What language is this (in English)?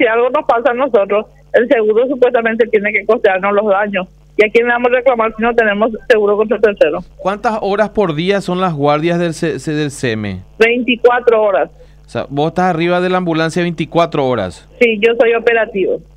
Spanish